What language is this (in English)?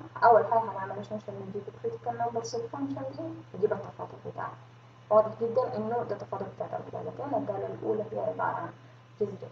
Egyptian Arabic